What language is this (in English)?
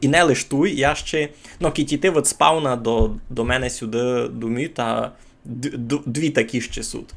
Rusyn